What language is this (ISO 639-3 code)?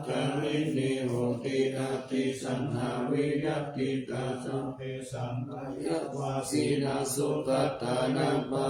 pli